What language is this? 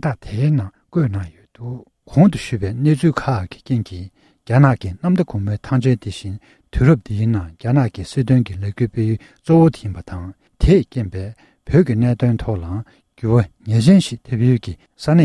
Tibetan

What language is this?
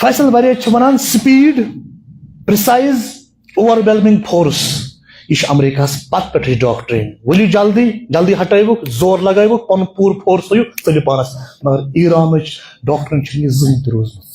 Kashmiri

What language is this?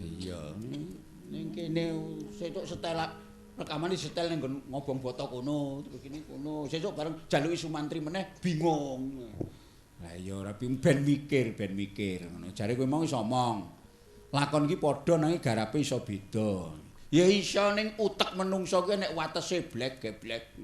Javanese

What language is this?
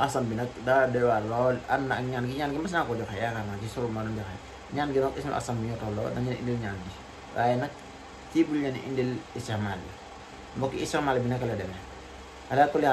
Wolof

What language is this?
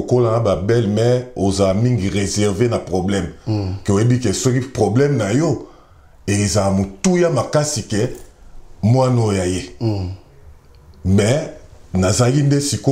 Lingala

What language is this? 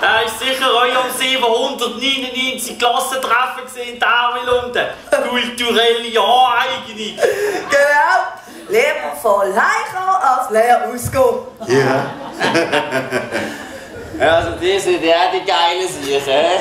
Swiss German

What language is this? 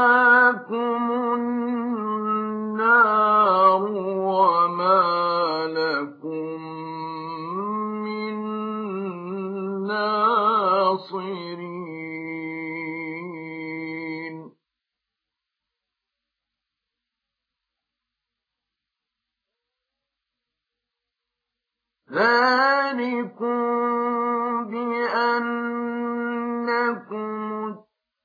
Arabic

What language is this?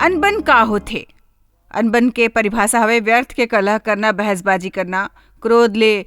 Chhattisgarhi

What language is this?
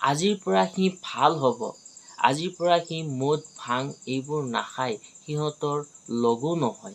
Assamese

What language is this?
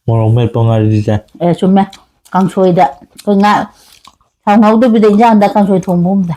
Manipuri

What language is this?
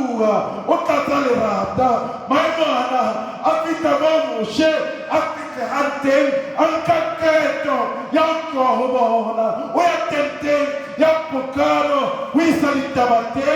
Southern Sotho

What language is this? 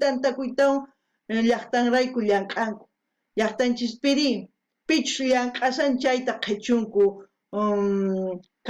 South Bolivian Quechua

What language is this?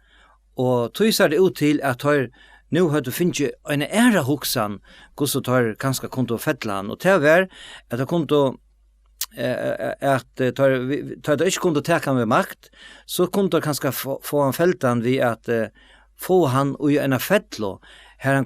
Faroese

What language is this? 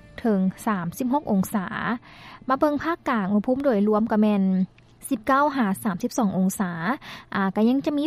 Lao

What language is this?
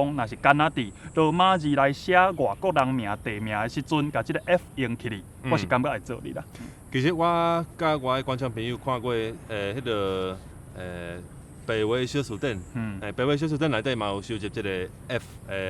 Min Nan Chinese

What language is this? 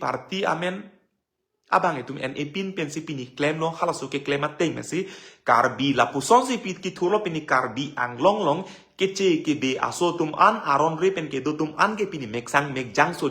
Karbi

